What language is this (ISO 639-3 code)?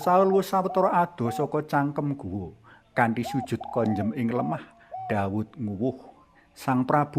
jav